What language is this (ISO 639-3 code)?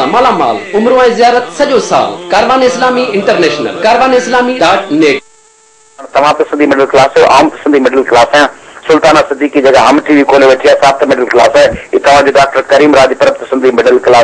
snd